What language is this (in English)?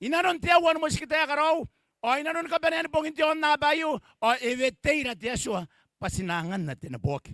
Gilbertese